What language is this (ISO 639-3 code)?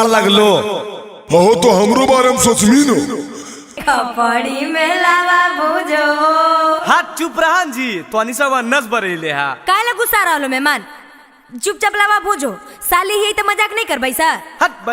mag